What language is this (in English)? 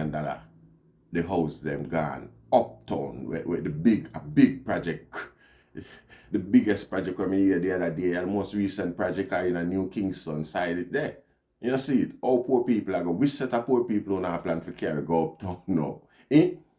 Jamaican Creole English